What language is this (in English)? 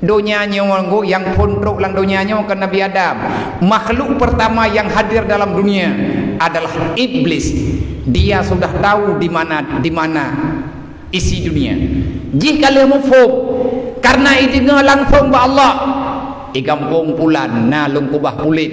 Achinese